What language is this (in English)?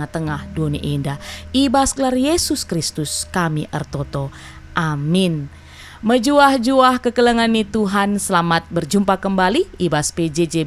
Batak Karo